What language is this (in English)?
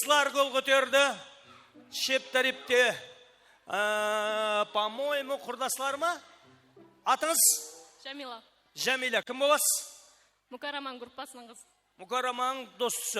Kara-Kalpak